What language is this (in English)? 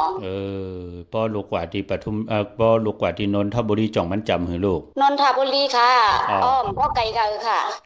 Shan